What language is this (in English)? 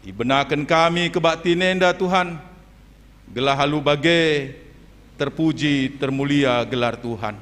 Batak Karo